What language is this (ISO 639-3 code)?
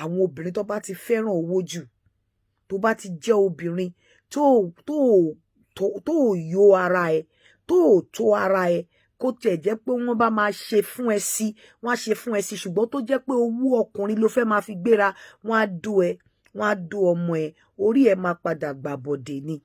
yor